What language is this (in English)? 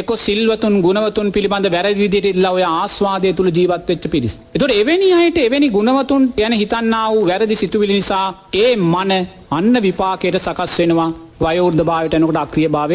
Sinhala